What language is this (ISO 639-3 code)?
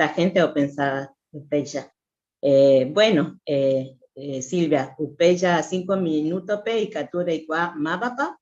grn